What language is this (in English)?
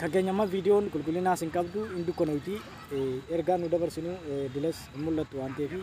Oromo